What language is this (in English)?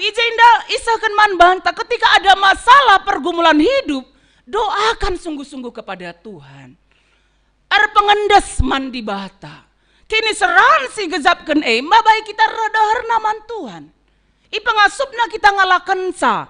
Batak Karo